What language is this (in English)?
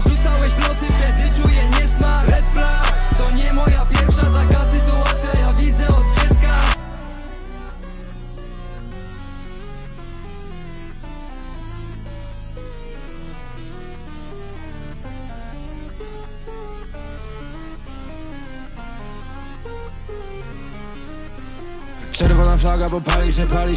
Polish